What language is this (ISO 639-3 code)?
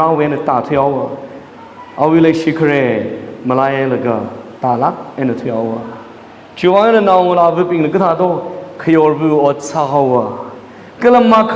nmf